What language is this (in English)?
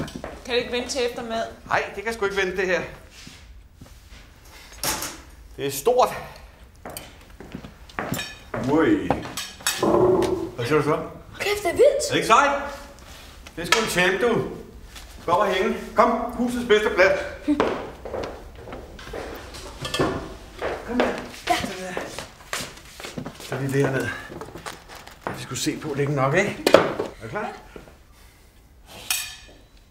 Danish